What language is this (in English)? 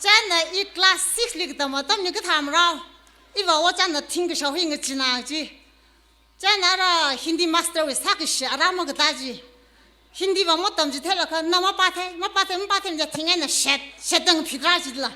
Tangkhul Naga (India)